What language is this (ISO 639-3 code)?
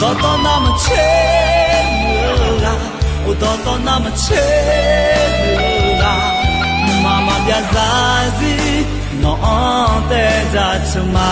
ahk